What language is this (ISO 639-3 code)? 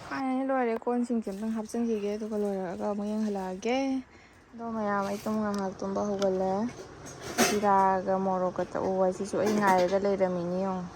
mni